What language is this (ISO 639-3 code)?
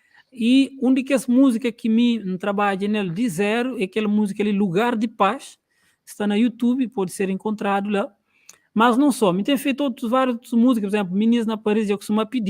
kea